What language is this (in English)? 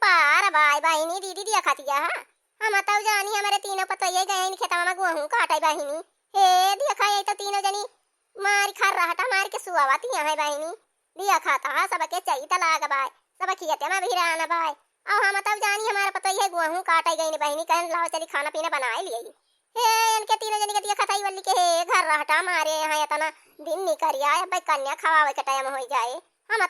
Awadhi